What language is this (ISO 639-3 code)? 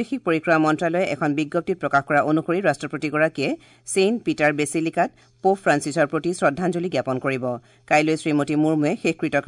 asm